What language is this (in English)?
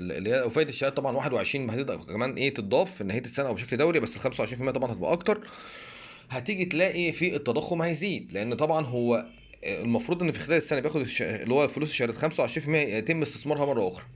Egyptian Arabic